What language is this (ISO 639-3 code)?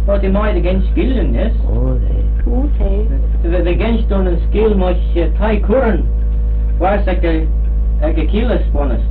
glv